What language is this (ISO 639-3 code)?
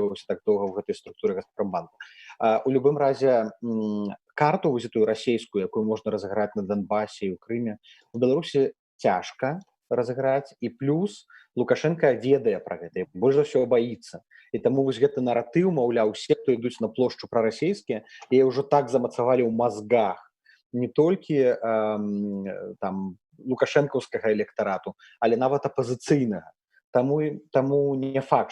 bel